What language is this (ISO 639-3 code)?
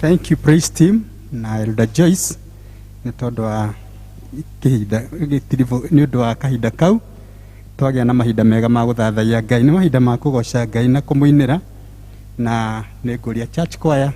kik